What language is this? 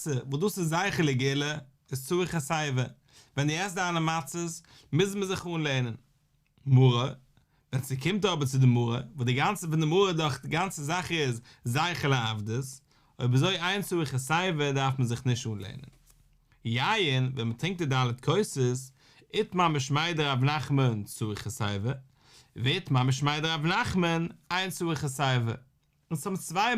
Yiddish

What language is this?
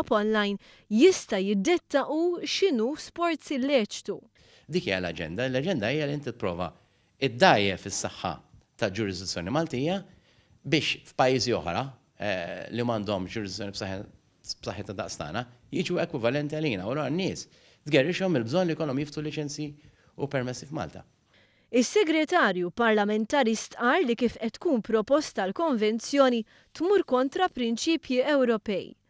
Maltese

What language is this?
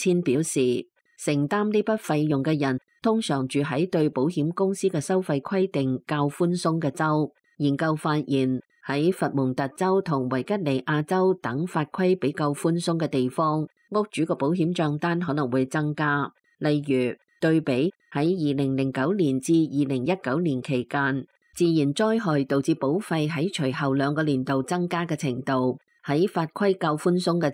Cantonese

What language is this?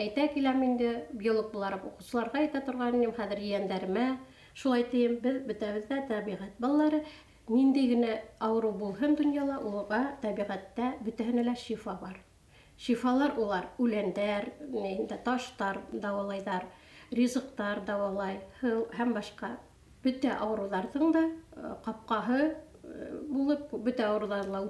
Bashkir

